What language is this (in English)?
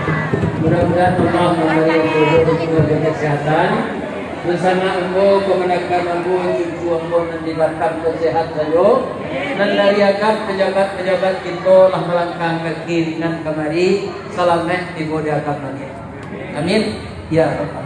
Minangkabau